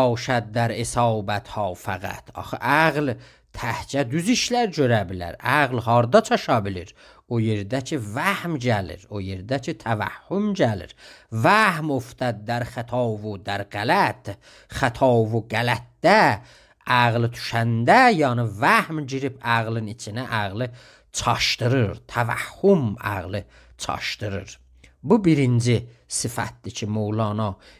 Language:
South Azerbaijani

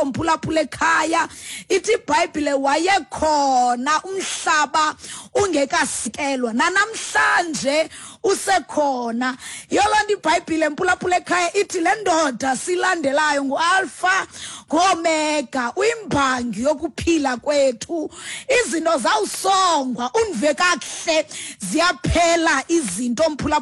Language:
Xhosa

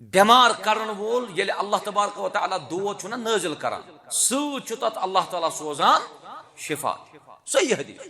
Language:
Kashmiri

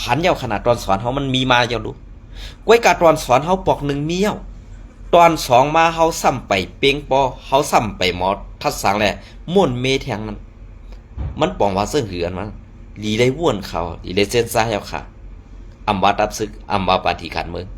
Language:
Shan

